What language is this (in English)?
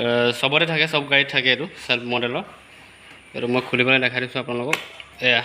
Assamese